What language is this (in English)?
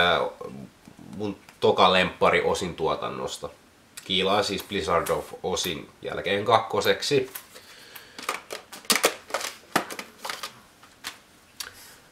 Finnish